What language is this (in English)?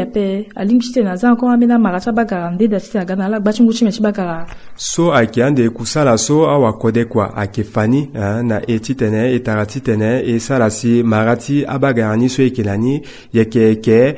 Sango